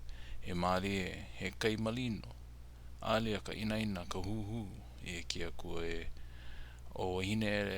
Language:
Hawaiian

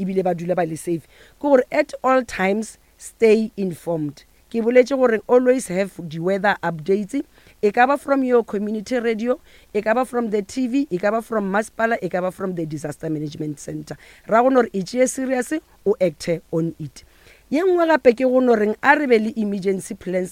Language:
Northern Sotho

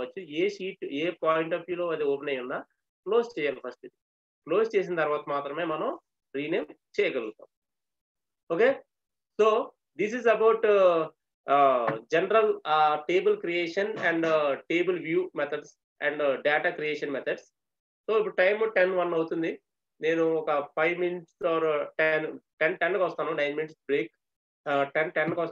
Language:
Telugu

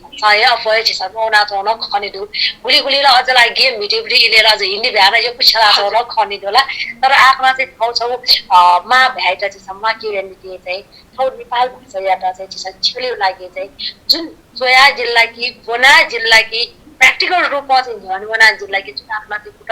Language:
Newari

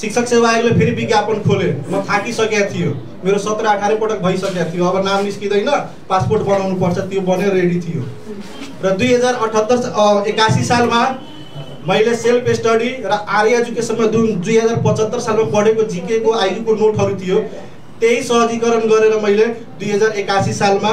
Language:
Nepali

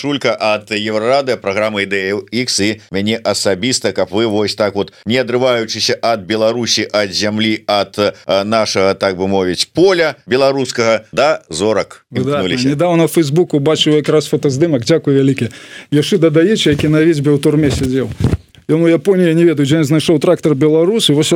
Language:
Belarusian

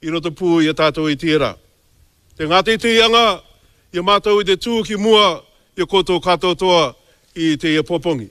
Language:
Māori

